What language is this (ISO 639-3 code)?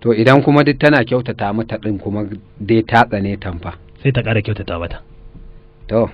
hau